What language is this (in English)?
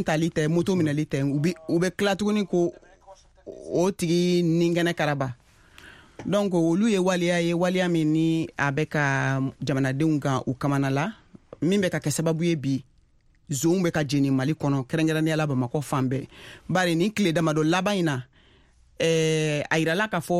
Bambara